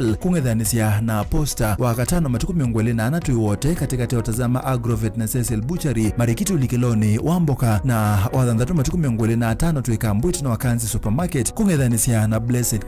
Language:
Kamba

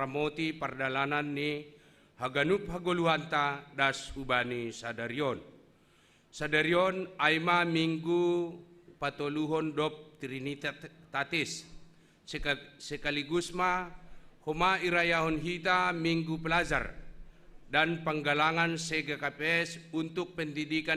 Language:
Batak Simalungun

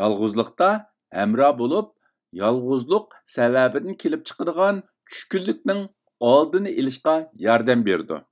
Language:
Uyghur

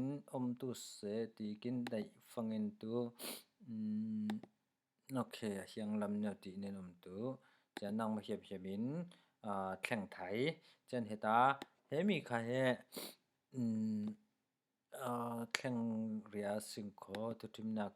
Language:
Falam Chin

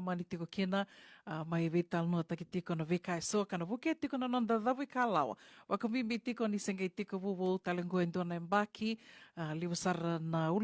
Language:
Fijian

